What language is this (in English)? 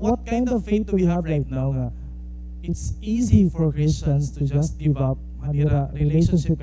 Waray